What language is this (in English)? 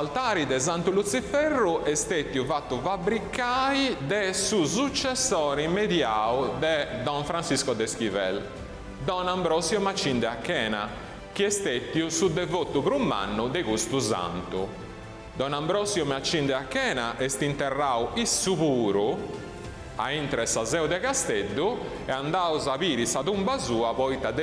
Sardinian